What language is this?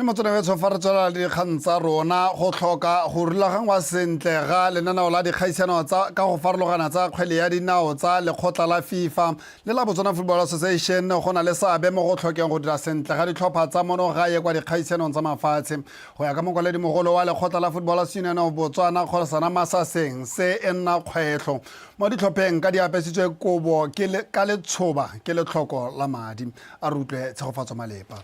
Tswana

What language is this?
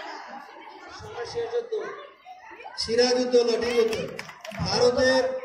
Bangla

